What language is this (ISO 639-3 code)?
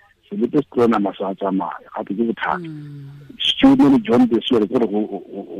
tsn